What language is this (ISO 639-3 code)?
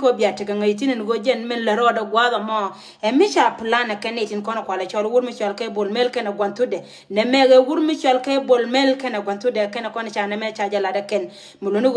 nus